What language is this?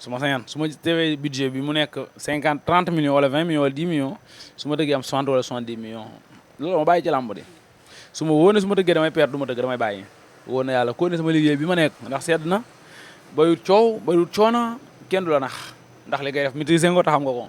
Wolof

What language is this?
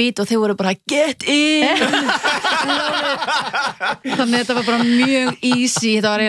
Icelandic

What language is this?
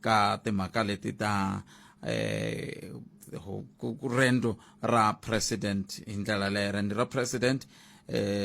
Tsonga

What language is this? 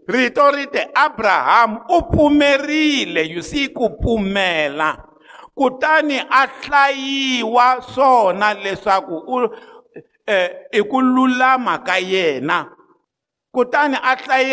Tsonga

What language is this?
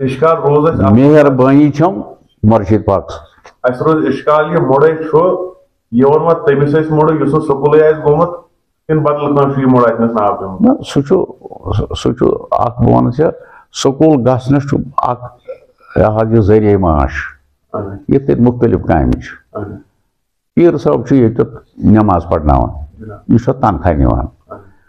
Kashmiri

